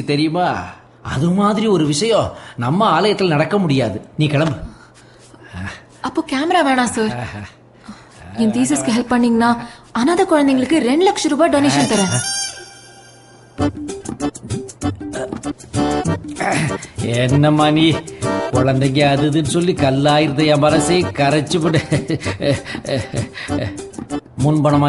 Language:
Tamil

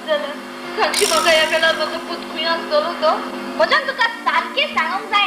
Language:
Konkani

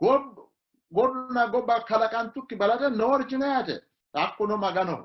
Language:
Sidamo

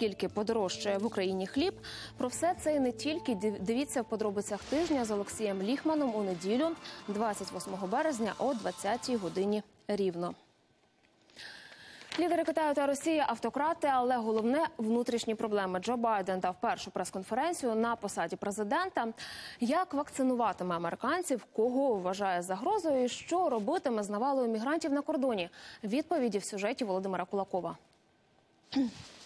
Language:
Ukrainian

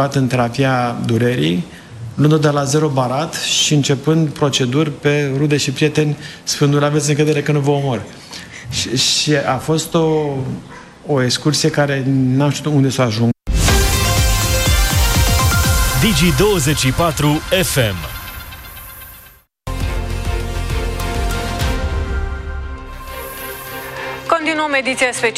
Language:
Romanian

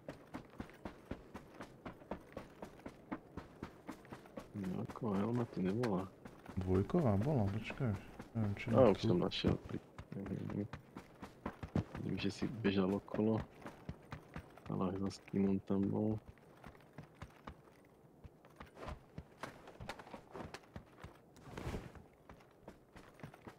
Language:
Slovak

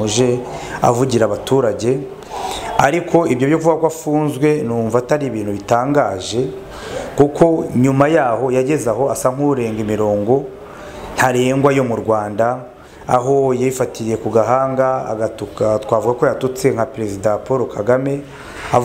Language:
Kinyarwanda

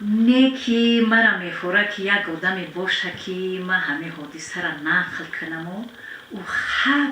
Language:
Tajik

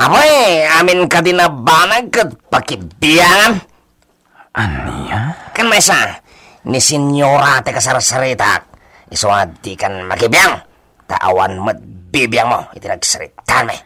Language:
Iloko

